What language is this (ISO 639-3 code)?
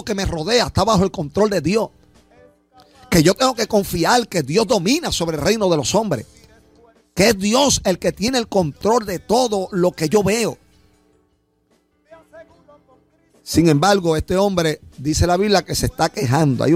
spa